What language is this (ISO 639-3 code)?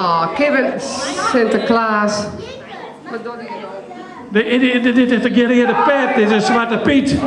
fry